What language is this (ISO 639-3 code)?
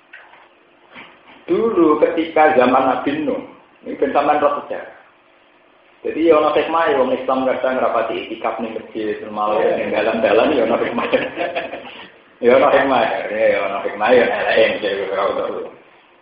ind